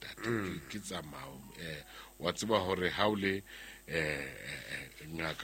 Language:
Southern Sotho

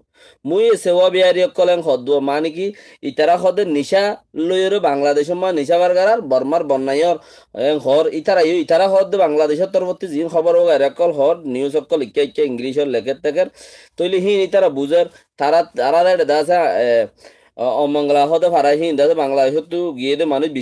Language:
Rohingya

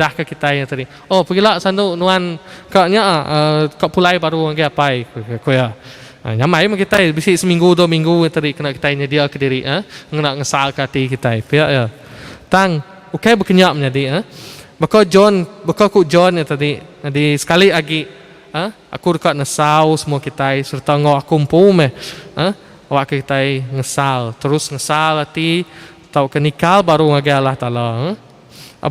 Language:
Iban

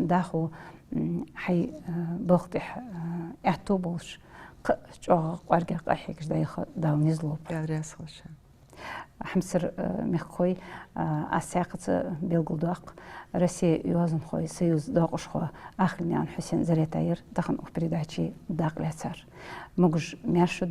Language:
Ingush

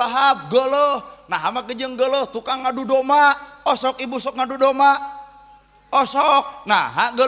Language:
Sundanese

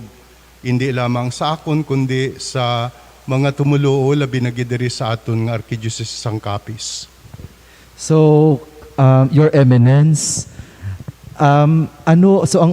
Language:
Hiligaynon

